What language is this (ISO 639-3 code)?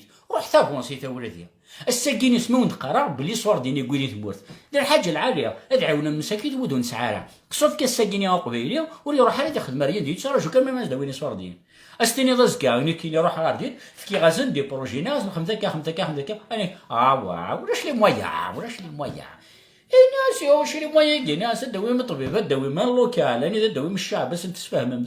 kab